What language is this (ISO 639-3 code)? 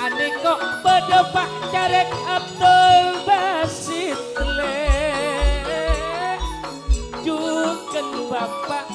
mad